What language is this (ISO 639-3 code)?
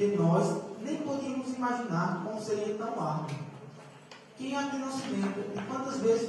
por